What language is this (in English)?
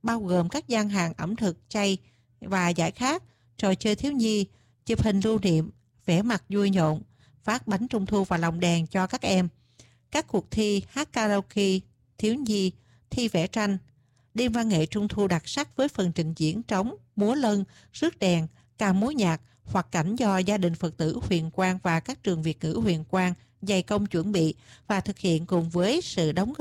Vietnamese